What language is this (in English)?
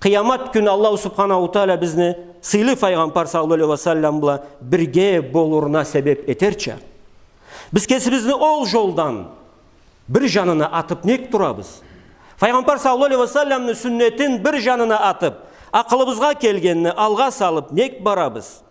Karachay-Balkar